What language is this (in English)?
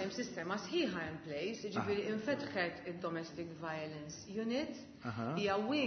Maltese